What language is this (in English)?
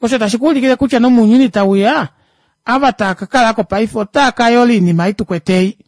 Kuanyama